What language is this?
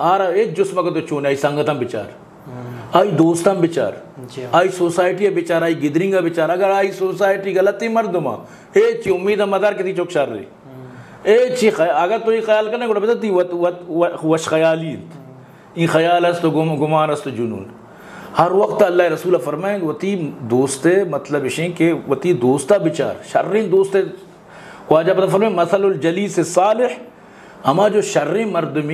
Eastern Balochi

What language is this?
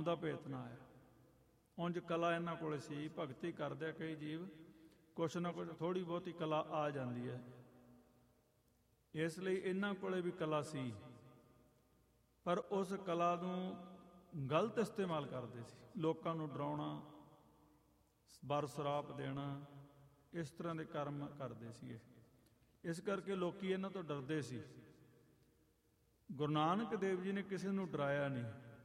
Punjabi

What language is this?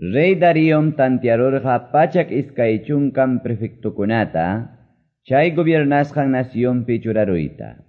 Quechua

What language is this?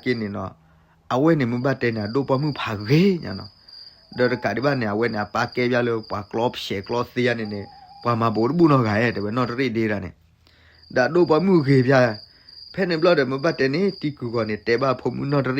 S'gaw Karen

